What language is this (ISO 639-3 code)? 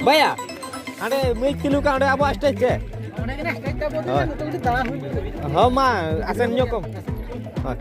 sat